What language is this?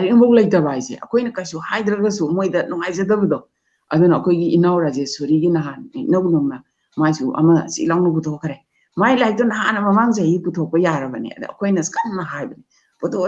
Manipuri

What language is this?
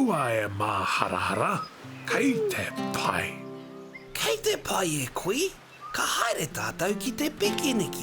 Māori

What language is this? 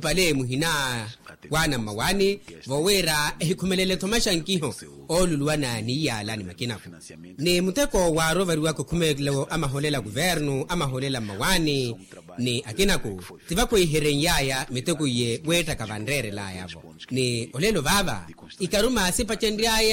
Makhuwa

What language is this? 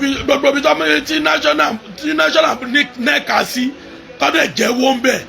Yoruba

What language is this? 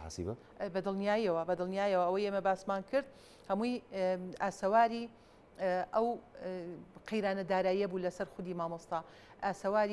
Central Kurdish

